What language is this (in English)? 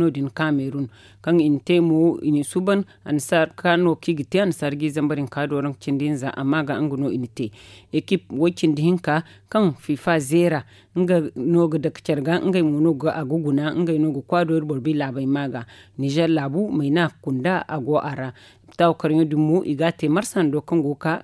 Zarma